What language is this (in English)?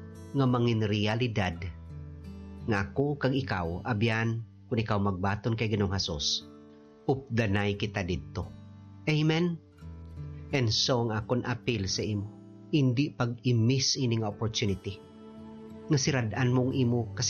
Hiligaynon